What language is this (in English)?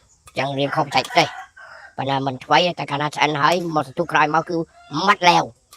Khmer